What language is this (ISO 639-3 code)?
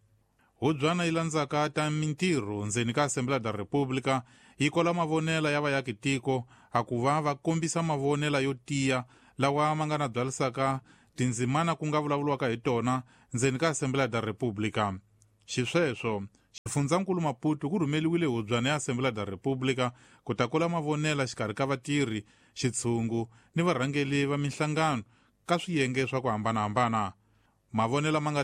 tso